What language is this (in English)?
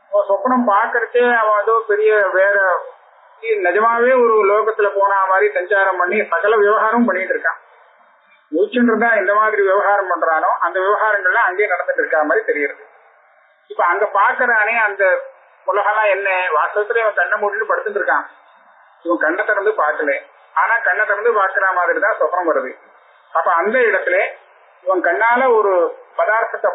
Tamil